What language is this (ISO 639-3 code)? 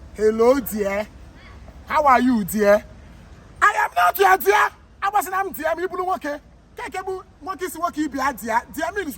ibo